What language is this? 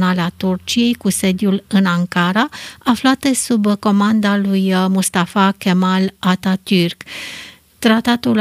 Romanian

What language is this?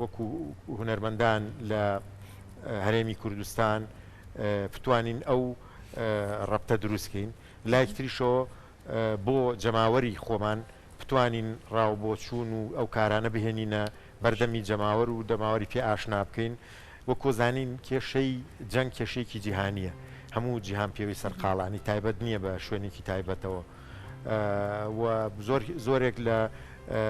Central Kurdish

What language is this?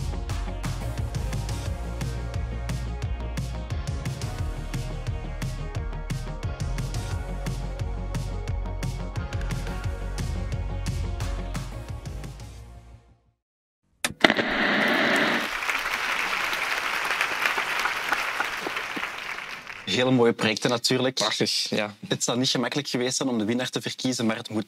Dutch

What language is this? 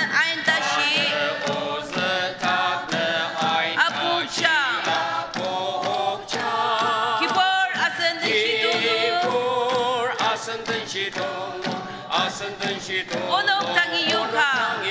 Ao Naga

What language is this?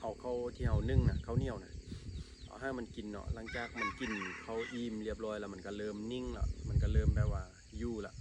Lao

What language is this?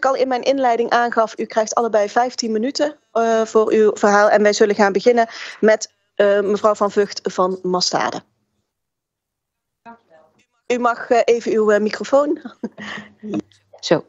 Dutch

